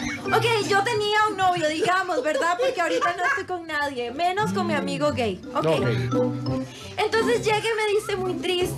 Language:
Spanish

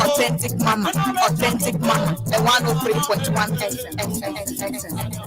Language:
Ewe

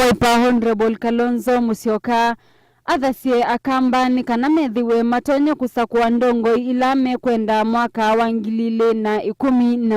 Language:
Kamba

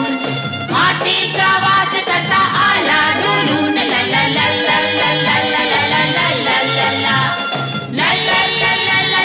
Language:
Marathi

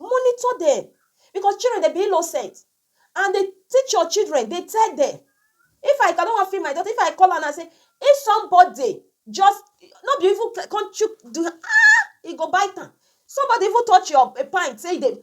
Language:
Nigerian Pidgin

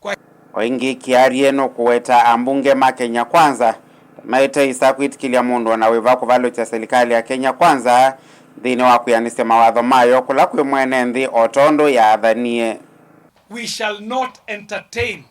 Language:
Kamba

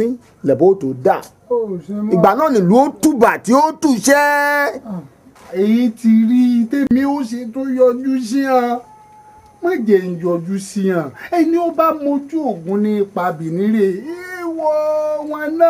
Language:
Yoruba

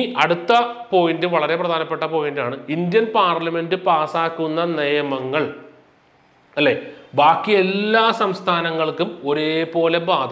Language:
Malayalam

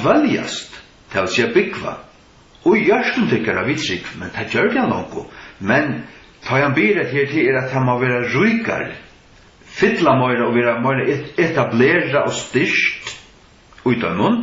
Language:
Faroese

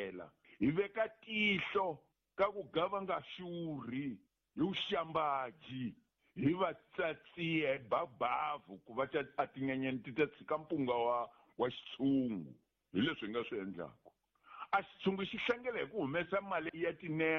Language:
Tsonga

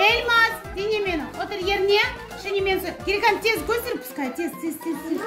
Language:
Crimean Tatar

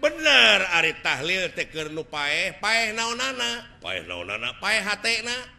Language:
Sundanese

